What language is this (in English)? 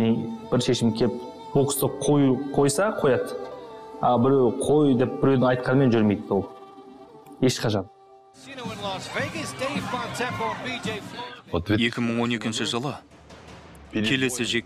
Kazakh